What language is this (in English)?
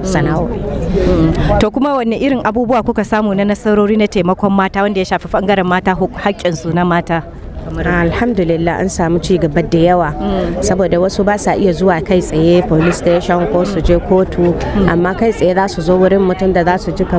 Hausa